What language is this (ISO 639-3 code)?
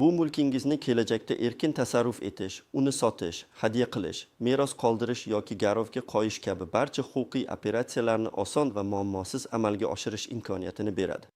uzb